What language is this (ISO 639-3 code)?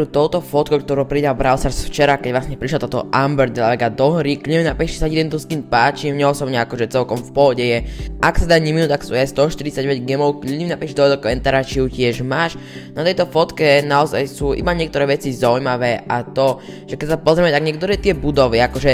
slk